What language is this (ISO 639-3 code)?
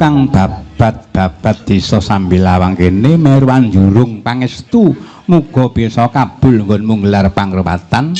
jav